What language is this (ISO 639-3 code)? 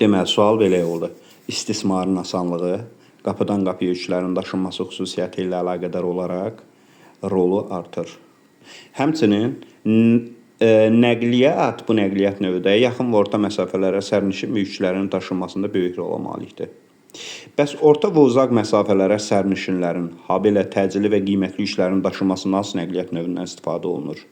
aze